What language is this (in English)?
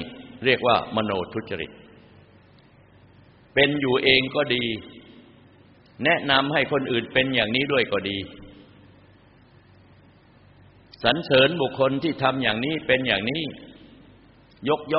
Thai